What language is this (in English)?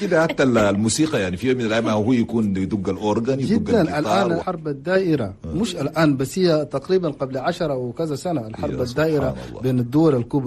Chadian Arabic